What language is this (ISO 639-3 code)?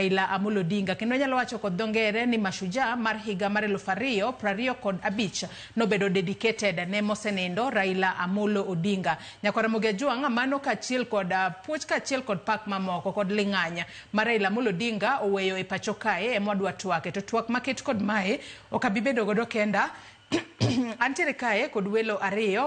luo